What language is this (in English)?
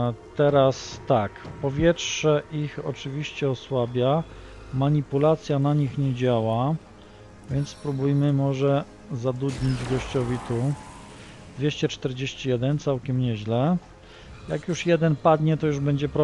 Polish